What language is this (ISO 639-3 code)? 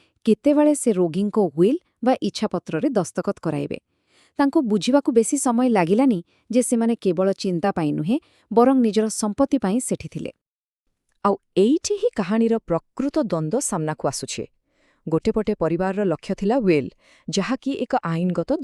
ori